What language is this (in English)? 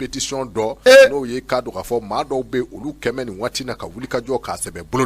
Bambara